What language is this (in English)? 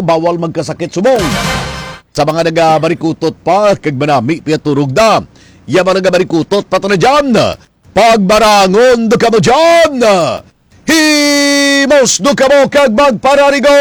Hiligaynon